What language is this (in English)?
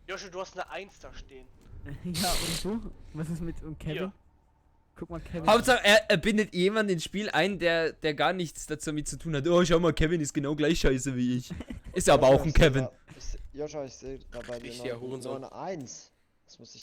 Swiss German